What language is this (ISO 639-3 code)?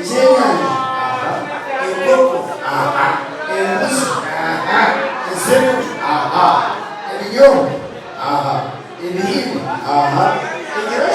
nyn